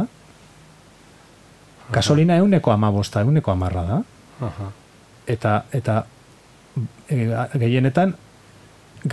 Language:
Basque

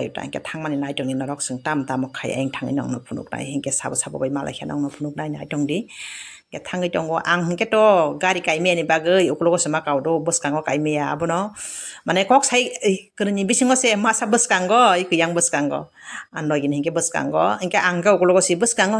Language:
Kok Borok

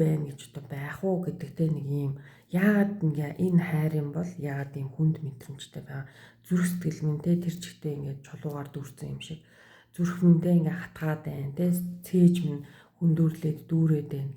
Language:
Mongolian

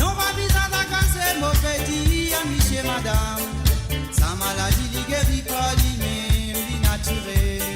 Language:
Morisyen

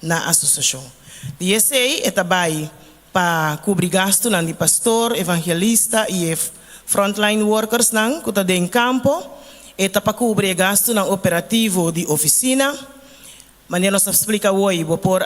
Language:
Papiamento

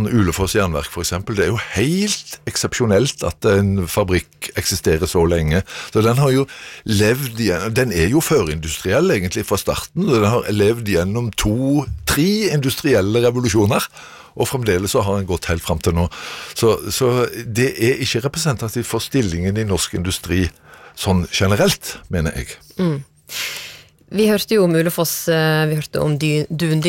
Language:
Norwegian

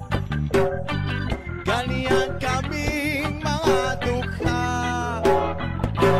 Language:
Filipino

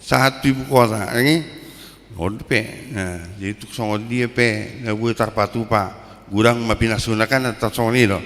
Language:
Batak Toba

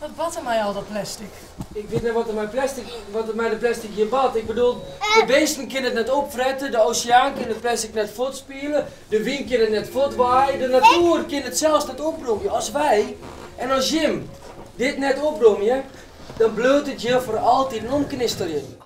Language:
Western Frisian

